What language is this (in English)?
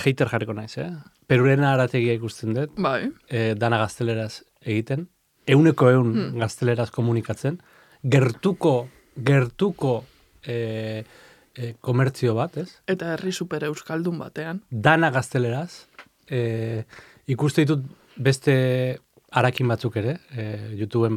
Basque